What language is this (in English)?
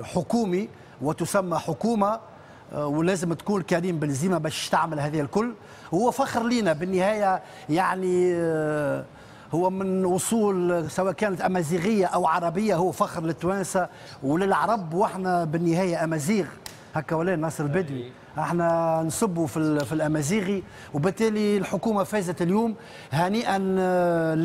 Tunisian Arabic